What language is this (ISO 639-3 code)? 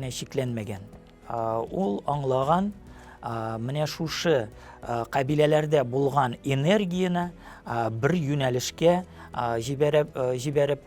tat